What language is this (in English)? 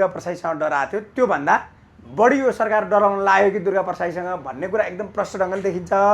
Nepali